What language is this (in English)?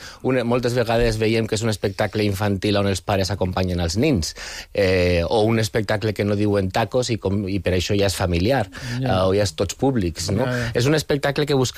Catalan